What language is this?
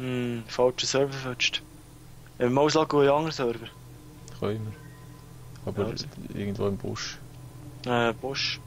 Swiss German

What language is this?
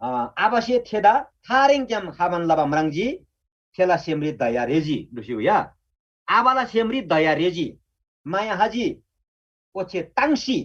Eastern Tamang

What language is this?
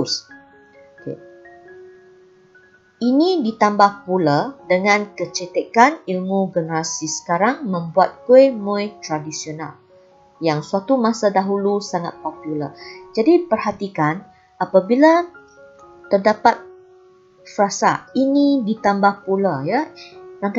Malay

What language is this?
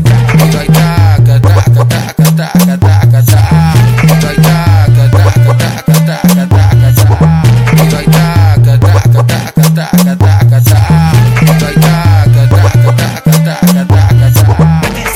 Portuguese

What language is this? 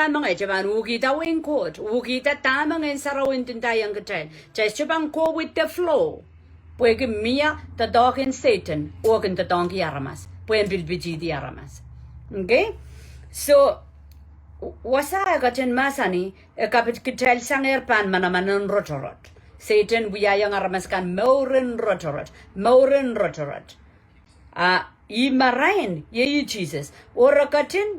Pohnpeian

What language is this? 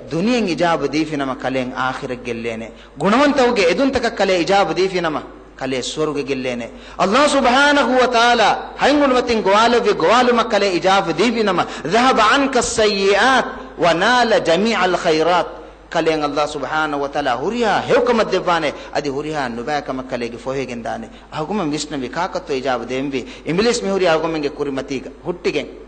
Divehi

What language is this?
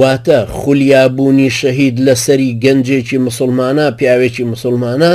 Central Kurdish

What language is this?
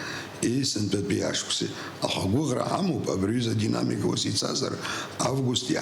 Abkhazian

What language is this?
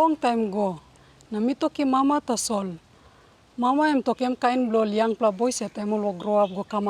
Tok Pisin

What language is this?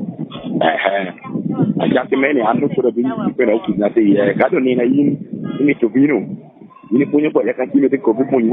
Lango (Uganda)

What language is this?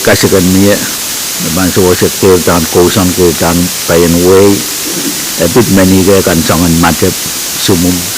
Pohnpeian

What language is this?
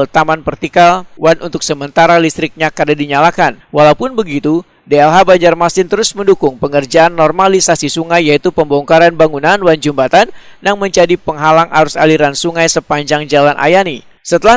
Banjar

